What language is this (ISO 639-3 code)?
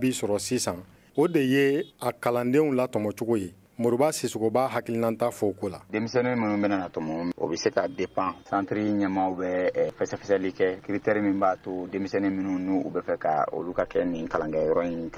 bam